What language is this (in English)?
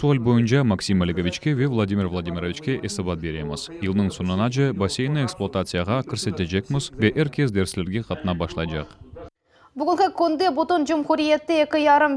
Crimean Tatar